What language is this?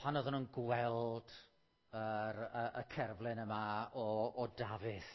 Welsh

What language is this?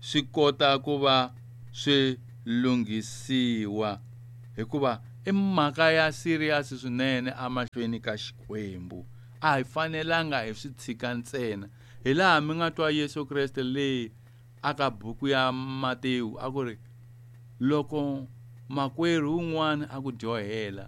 Tsonga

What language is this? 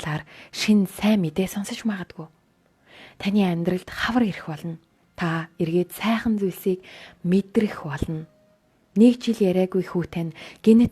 Mongolian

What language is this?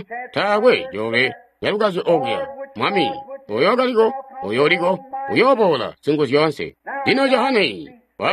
Tonga (Zambia)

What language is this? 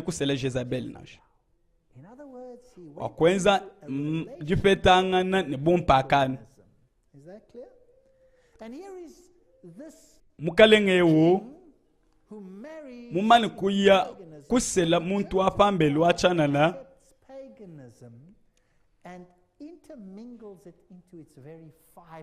Luba-Lulua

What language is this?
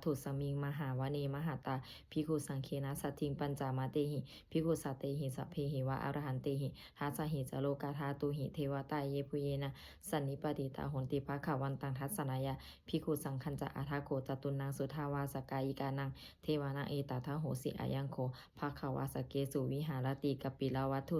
Pali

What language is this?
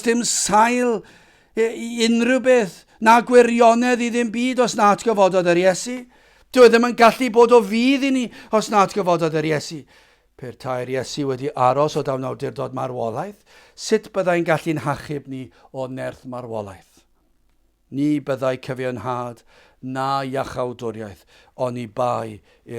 Welsh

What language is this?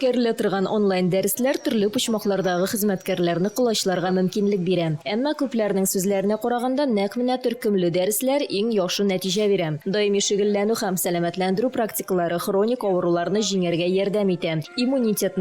Tatar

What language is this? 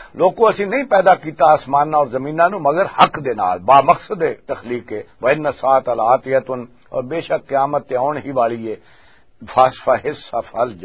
Western Panjabi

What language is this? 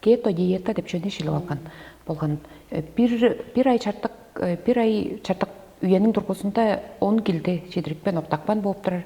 Tuvinian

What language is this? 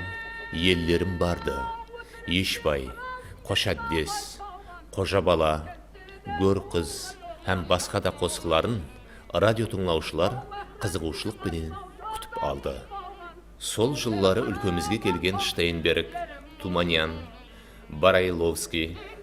Kara-Kalpak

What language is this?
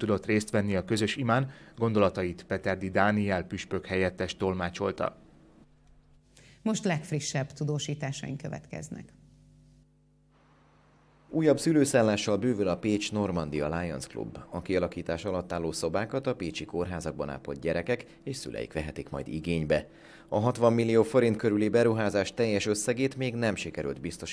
Hungarian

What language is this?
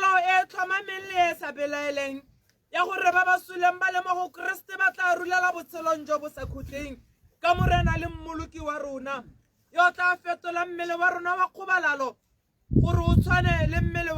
Tswana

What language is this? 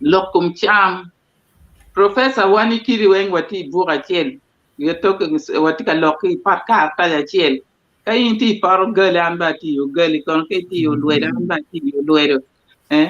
Acoli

